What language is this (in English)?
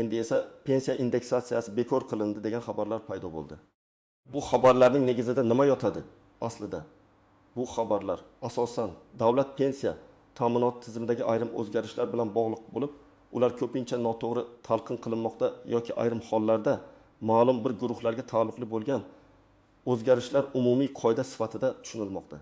Uzbek